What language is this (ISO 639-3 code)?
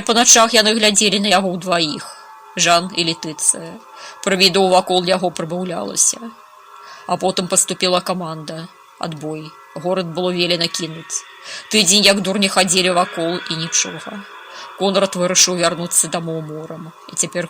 bel